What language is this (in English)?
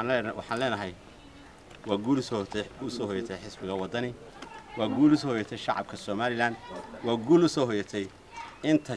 Somali